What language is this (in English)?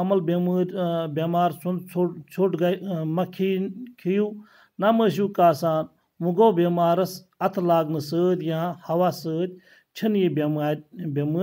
Kashmiri